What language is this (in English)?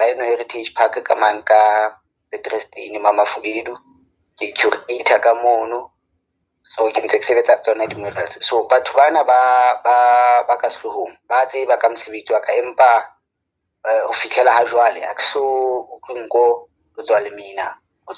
Southern Sotho